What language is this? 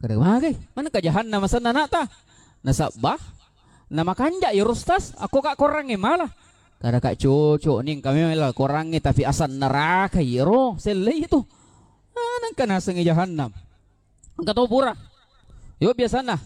Buginese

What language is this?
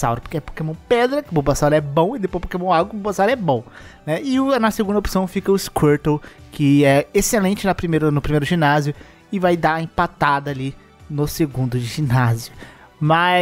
Portuguese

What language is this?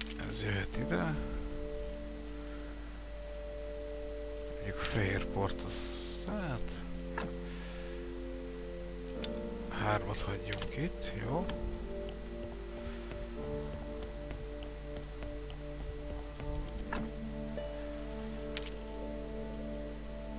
Hungarian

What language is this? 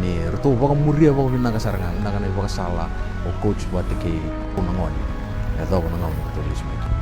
Fijian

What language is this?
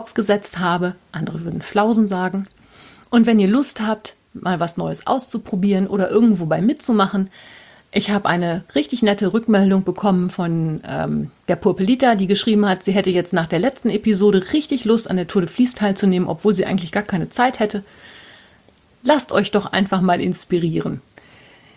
German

